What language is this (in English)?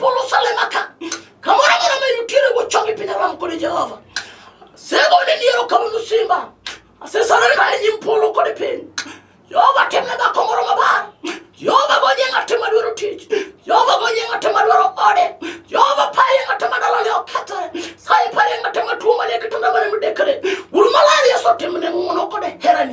Luo (Kenya and Tanzania)